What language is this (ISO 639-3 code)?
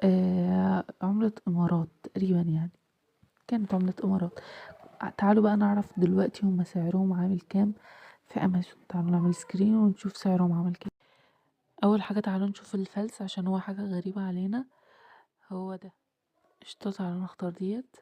arz